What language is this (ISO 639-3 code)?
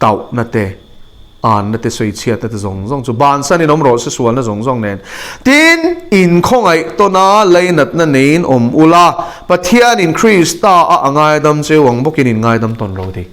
lus